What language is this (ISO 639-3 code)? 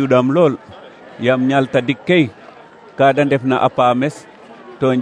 srr